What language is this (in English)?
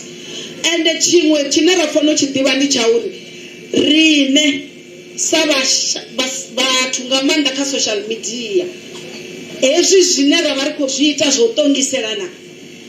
Venda